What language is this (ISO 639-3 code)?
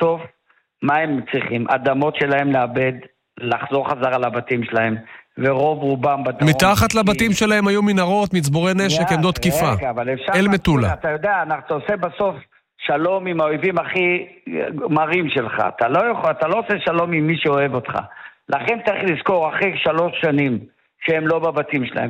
heb